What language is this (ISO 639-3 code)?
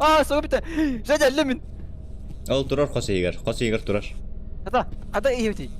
sah